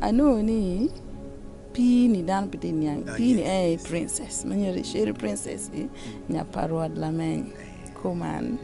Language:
Acoli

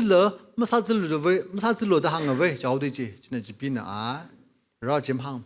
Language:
Tangkhul Naga (India)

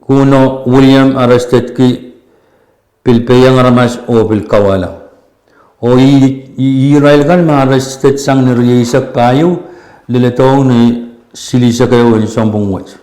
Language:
Pohnpeian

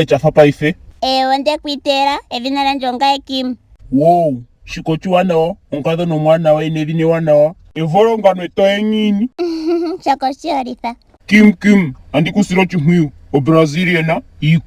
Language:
Ndonga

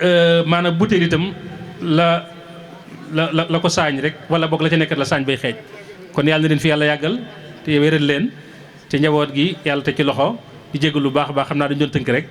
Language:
Wolof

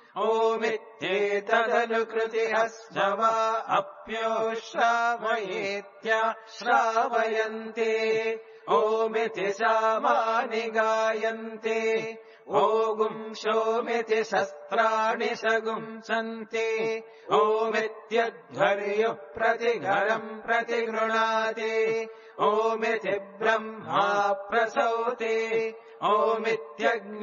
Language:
Sanskrit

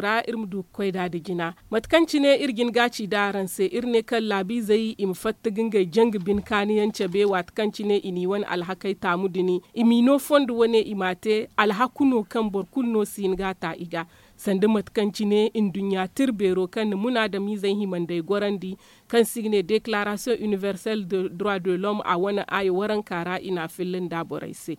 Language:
Zarma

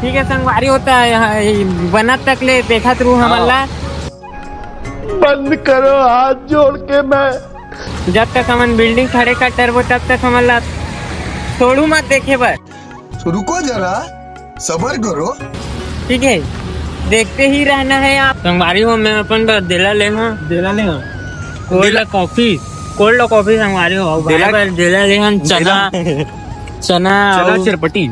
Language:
Chhattisgarhi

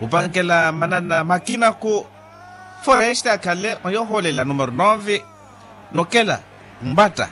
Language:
Makhuwa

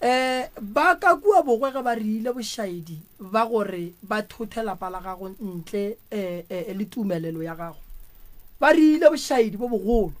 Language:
Northern Sotho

